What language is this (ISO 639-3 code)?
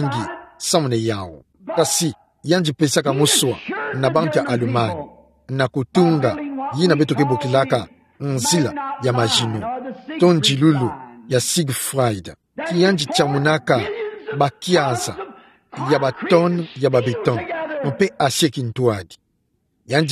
ktu